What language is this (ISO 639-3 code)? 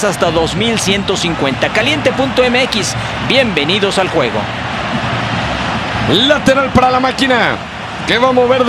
spa